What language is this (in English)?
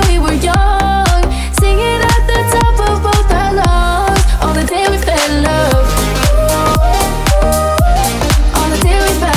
English